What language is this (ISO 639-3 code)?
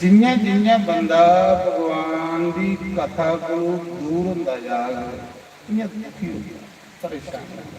doi